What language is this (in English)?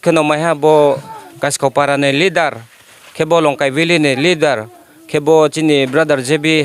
Riang (India)